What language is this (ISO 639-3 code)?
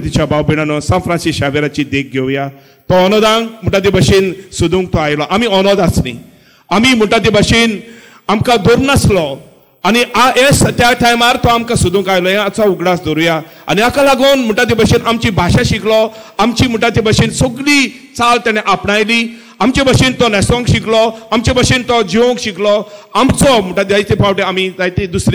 kok